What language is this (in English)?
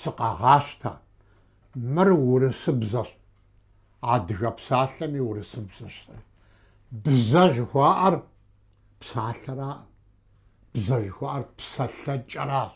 Kabardian